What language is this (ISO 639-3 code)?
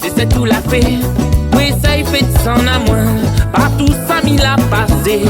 rcf